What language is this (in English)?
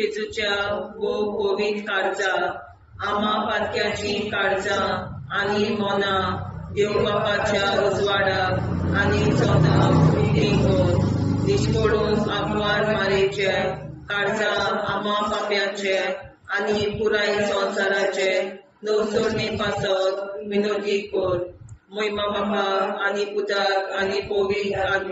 Konkani